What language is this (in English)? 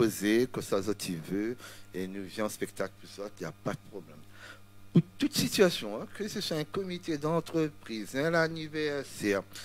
Réunion Creole French